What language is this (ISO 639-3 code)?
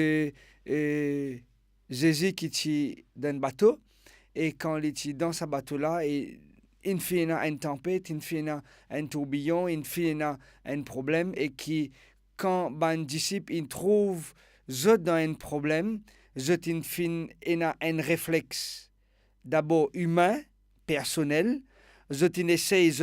mfe